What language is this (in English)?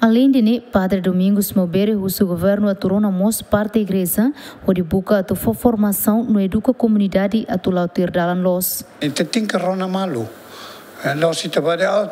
Tetum